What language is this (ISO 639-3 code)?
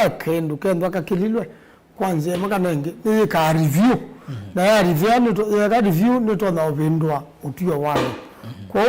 kam